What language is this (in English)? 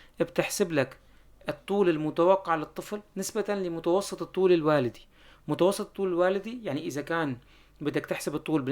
North Levantine Arabic